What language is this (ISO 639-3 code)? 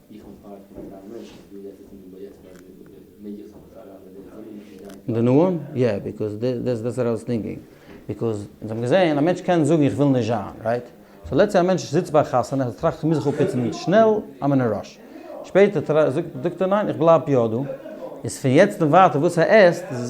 yid